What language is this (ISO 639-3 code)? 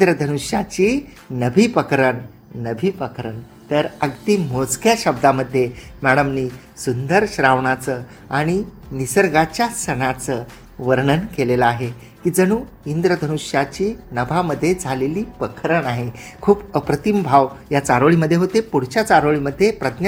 mar